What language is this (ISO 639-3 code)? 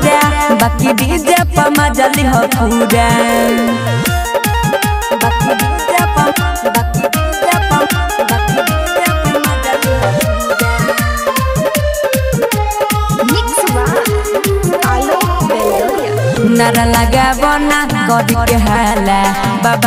bho